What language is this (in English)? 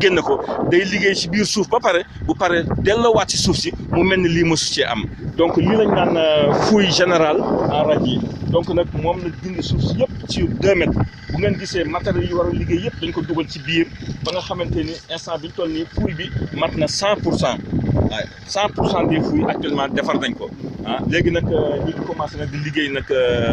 Wolof